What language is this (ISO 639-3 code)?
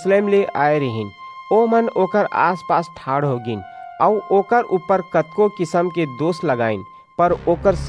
hne